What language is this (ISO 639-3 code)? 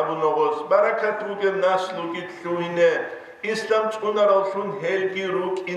ava